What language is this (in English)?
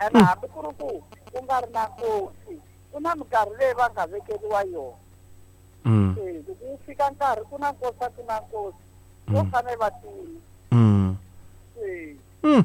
Tsonga